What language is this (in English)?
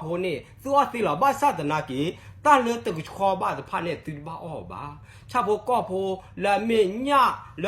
S'gaw Karen